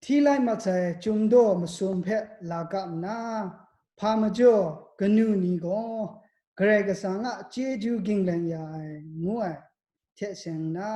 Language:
Kachin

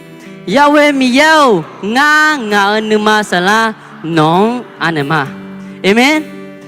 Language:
Akha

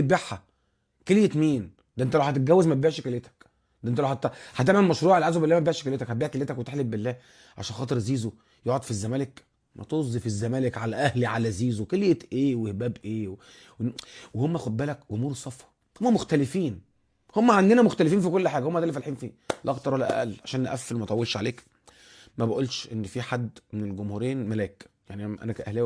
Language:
Egyptian Arabic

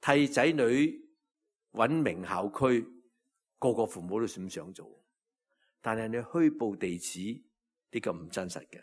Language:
Cantonese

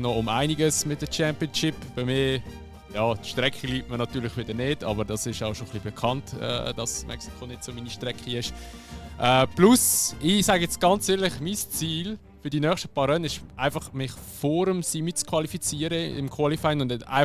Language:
Swiss German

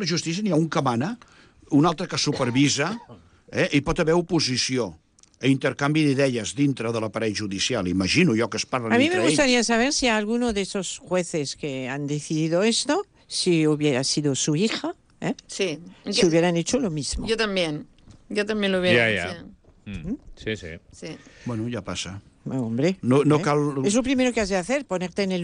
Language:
Catalan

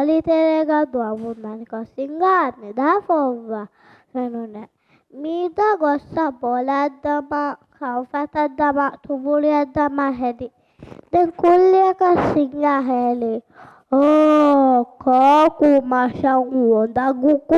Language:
Divehi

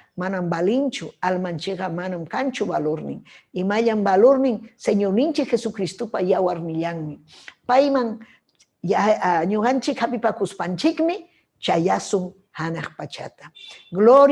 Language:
Ayacucho Quechua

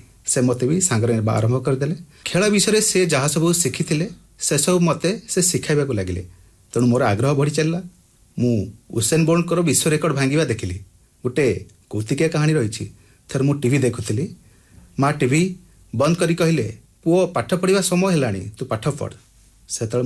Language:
Odia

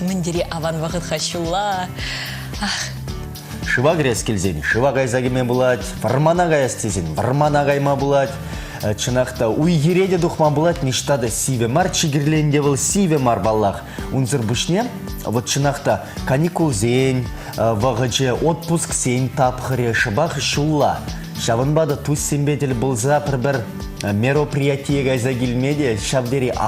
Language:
Chuvash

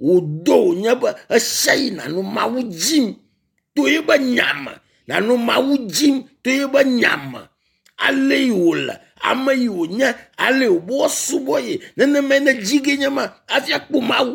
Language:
Ewe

